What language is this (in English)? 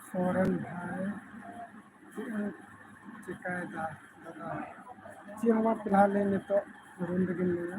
Santali